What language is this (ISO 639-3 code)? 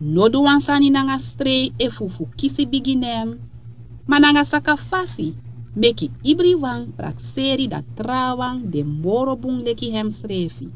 srn